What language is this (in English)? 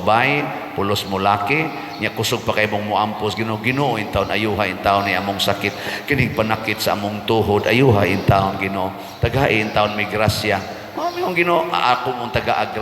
Cebuano